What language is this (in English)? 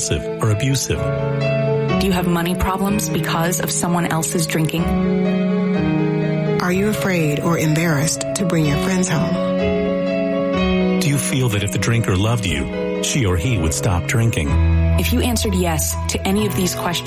English